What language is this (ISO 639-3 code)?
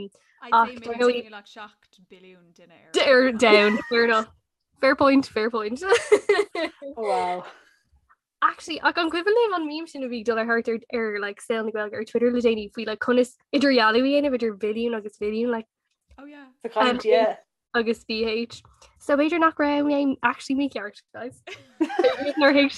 gle